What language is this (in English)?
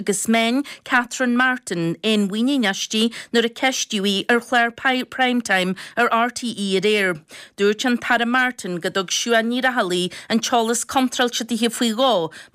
Irish